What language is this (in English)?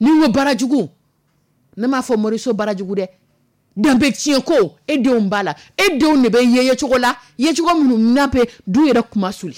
Dyula